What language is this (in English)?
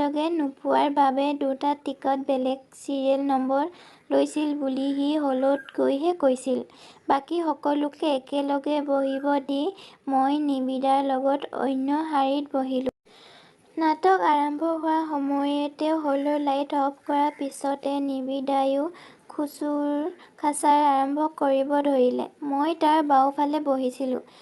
Assamese